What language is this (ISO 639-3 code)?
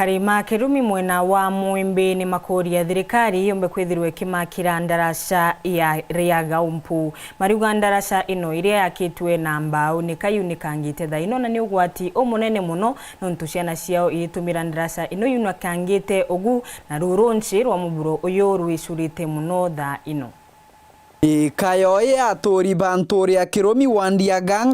mer